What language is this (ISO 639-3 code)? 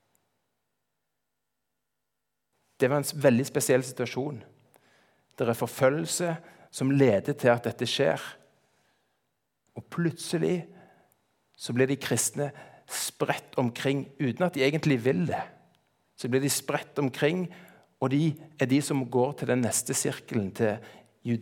nor